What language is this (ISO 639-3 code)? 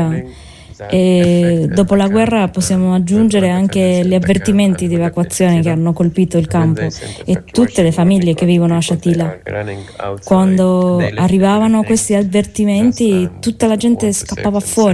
ita